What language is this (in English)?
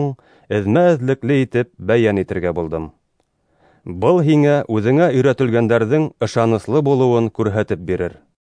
Bashkir